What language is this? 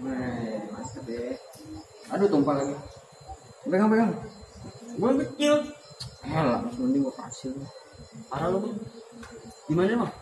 Betawi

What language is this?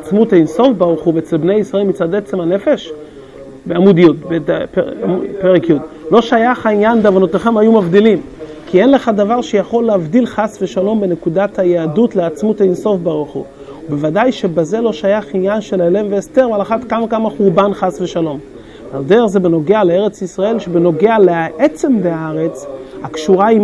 Hebrew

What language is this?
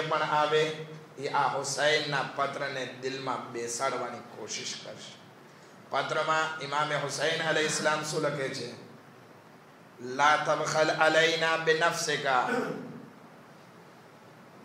Gujarati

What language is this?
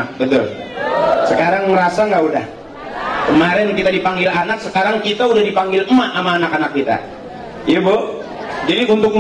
Indonesian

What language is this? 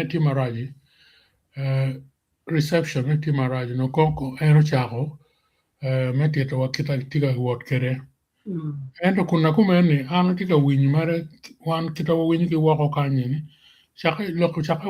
Acoli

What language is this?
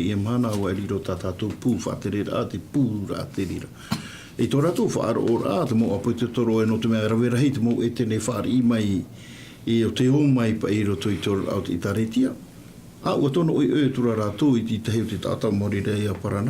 Tahitian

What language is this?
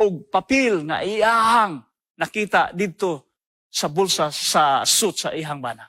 Cebuano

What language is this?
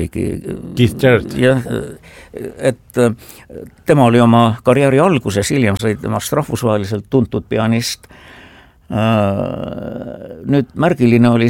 Estonian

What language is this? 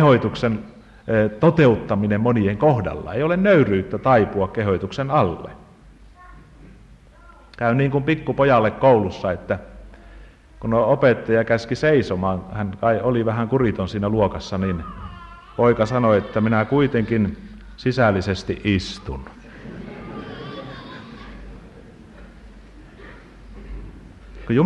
Finnish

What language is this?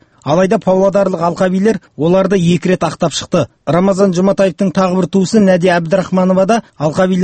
Kazakh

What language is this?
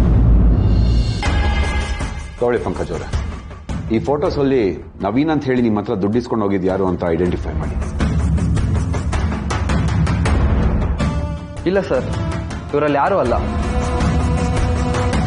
Kannada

